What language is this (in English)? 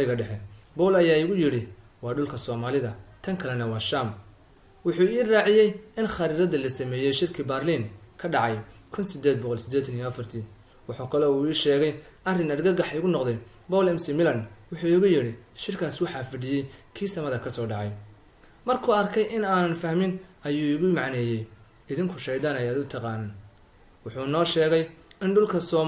Somali